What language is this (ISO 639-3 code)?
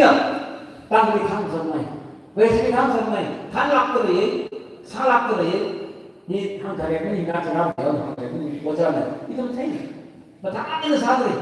nmf